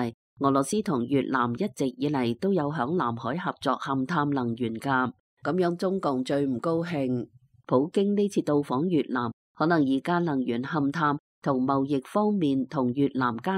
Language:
Cantonese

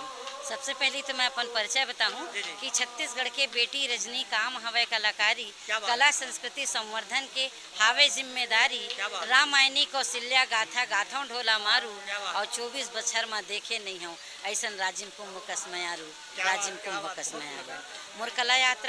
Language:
Chhattisgarhi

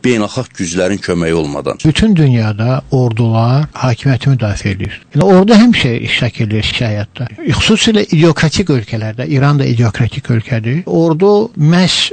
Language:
South Azerbaijani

